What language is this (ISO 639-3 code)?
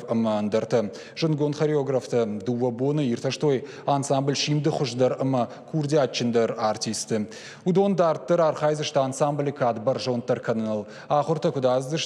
oss